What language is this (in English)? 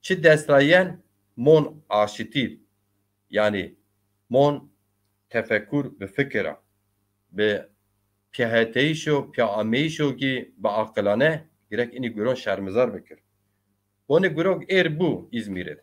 Zaza